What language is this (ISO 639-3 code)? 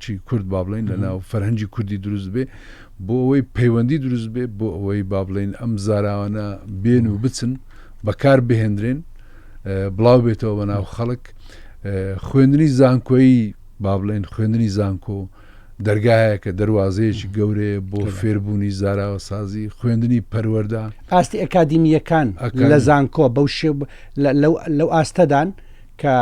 ckb